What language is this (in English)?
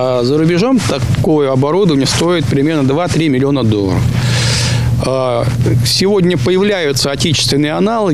Russian